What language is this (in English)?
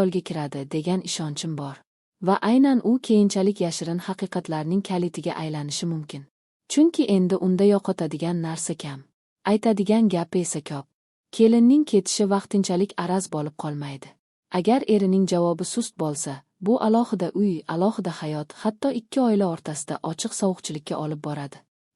Uzbek